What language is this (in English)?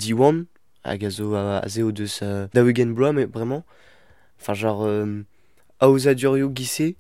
Breton